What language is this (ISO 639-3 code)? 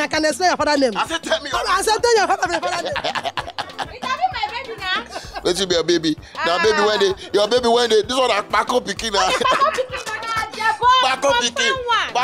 pcm